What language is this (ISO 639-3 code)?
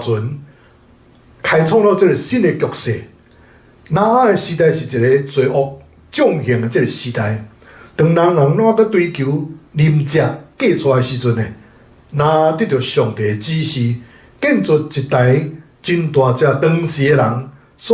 nan